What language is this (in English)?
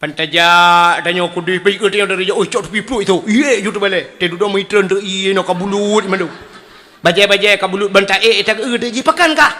Achinese